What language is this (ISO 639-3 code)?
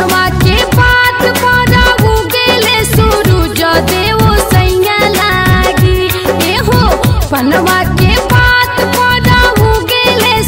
bho